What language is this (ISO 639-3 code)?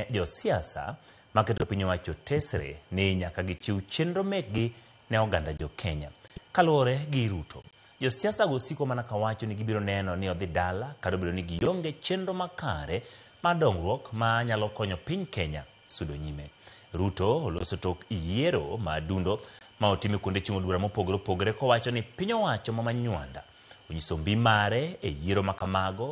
luo